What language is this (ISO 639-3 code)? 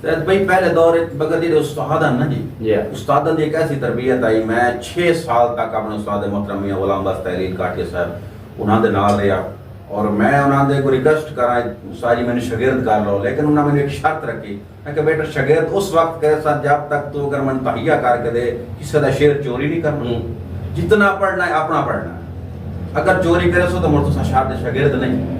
skr